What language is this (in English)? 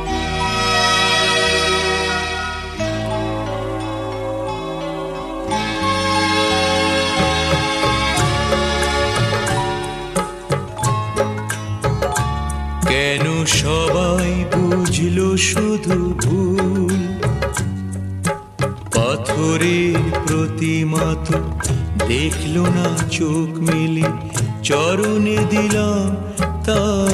Bangla